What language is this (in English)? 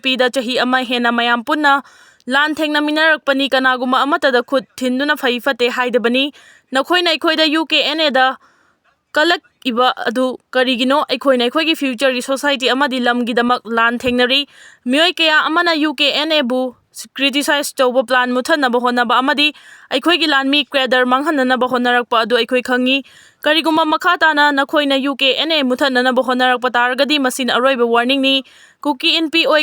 Manipuri